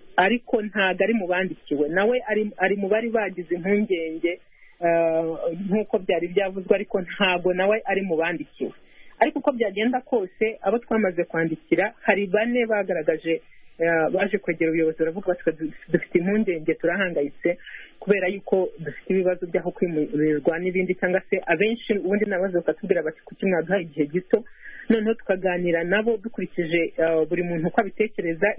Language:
Kinyarwanda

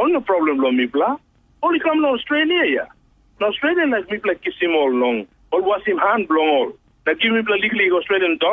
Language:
Tok Pisin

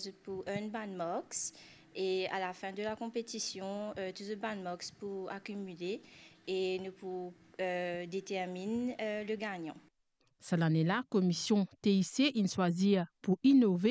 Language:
Morisyen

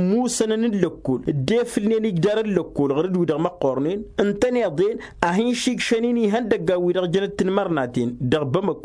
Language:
Tamasheq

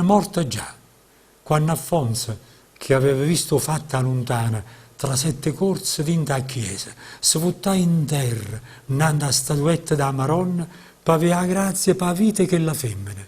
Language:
Neapolitan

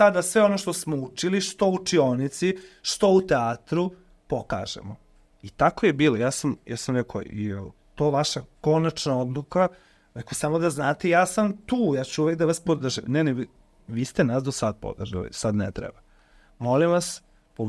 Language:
Serbian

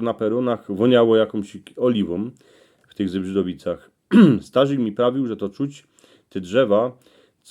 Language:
Silesian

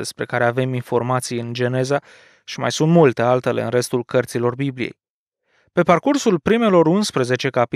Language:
Romanian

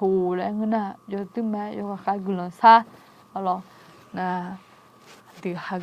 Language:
Akha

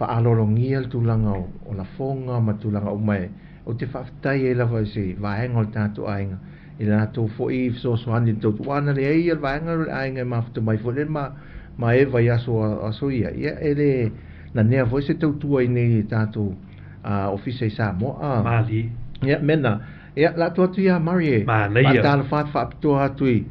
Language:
Samoan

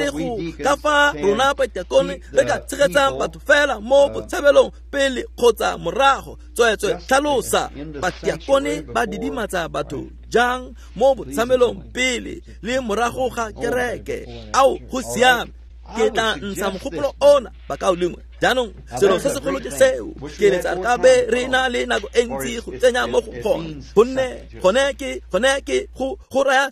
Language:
Tswana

